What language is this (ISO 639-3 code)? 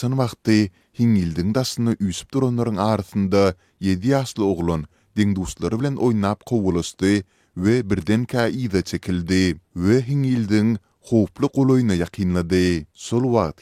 tuk